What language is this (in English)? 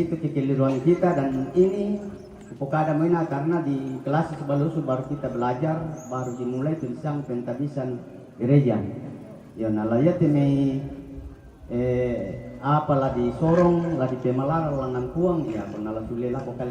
Toraja-Sa'dan